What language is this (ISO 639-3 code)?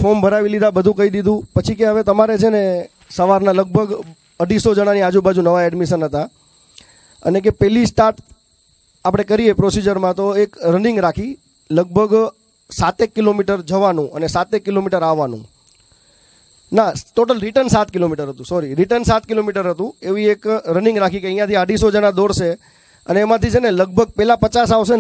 guj